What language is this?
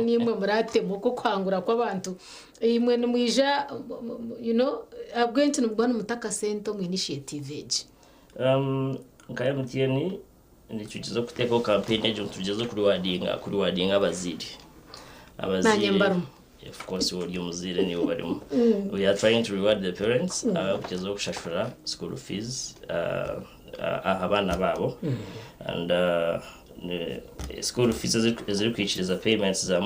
Nyankole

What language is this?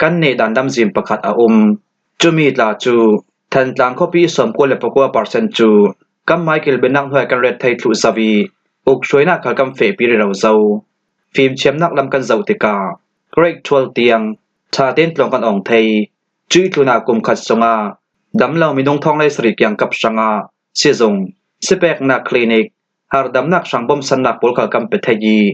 Falam Chin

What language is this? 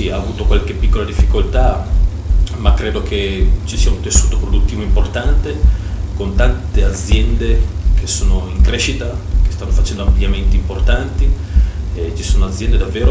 Italian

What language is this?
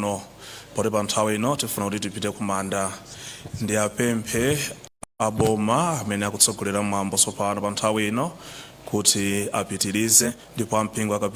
Nyanja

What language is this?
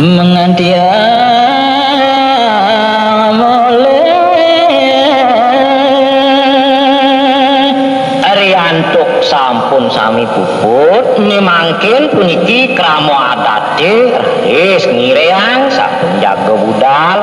Balinese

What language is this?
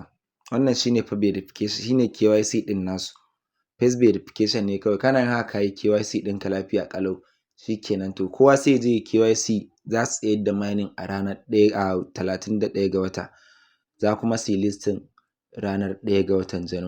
Hausa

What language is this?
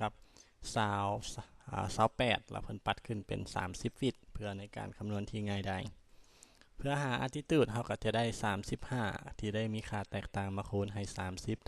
Lao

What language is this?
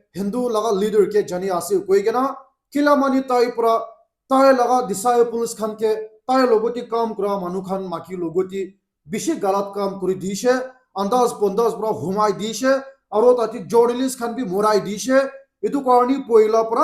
Naga Pidgin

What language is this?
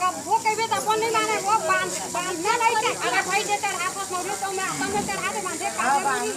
Chhattisgarhi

